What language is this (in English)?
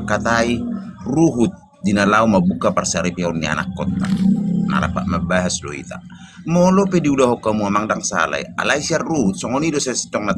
Batak Toba